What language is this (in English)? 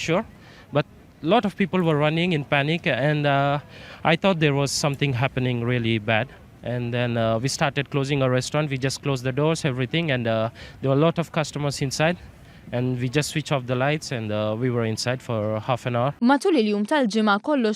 Maltese